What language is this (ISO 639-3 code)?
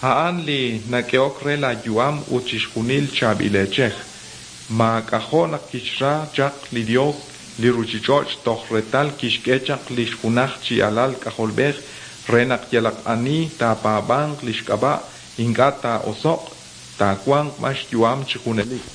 kek